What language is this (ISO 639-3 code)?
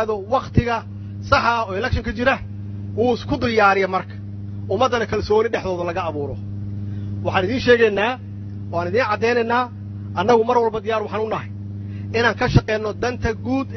som